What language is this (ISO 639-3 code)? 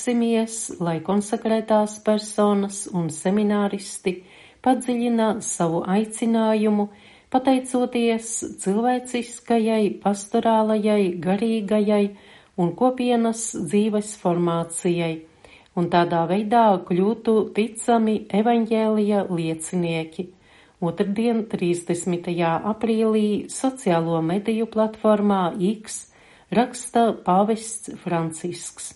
lav